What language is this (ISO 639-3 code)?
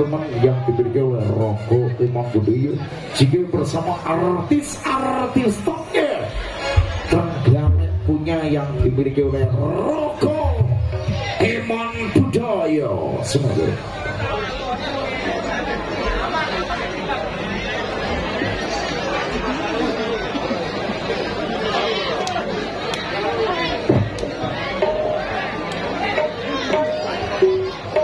ind